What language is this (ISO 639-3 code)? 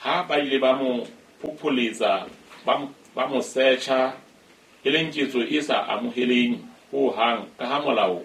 sot